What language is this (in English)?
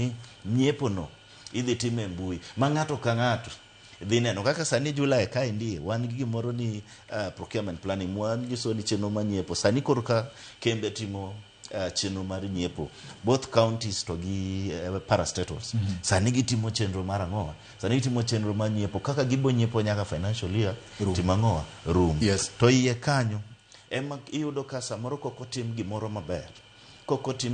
Luo (Kenya and Tanzania)